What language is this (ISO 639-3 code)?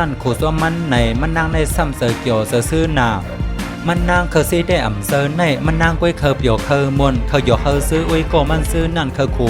shn